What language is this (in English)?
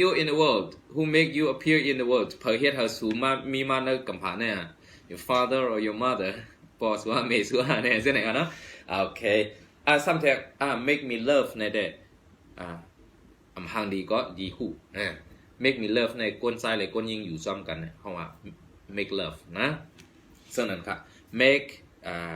Shan